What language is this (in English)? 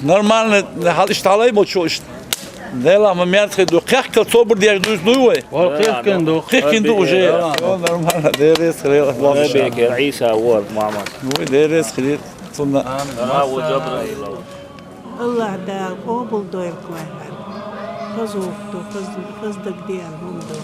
Chechen